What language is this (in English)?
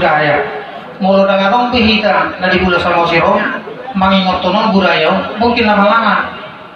Batak Toba